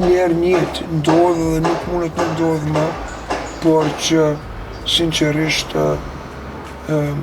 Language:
Albanian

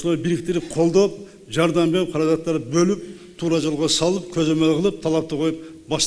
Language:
Kyrgyz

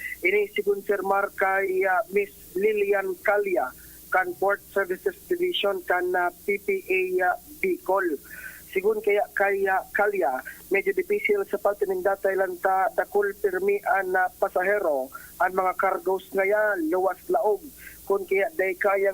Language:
Bikol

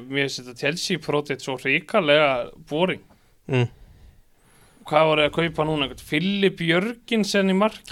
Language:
Icelandic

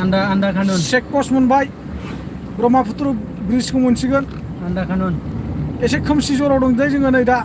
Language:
Bodo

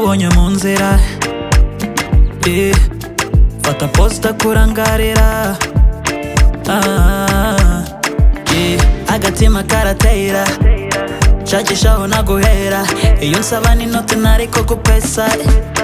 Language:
Kinyarwanda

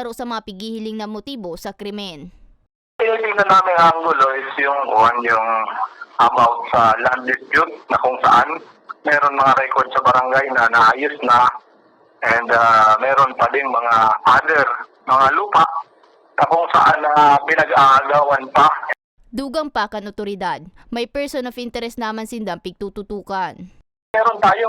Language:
Bikol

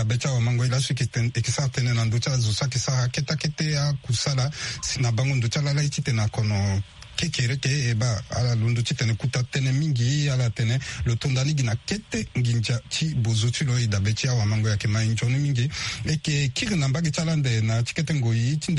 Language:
Sango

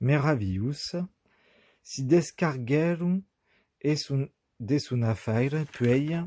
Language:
Occitan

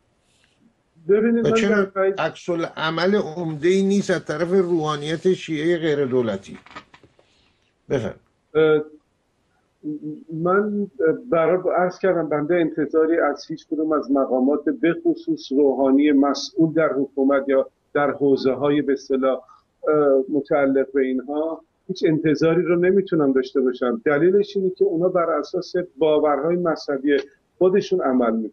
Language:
Persian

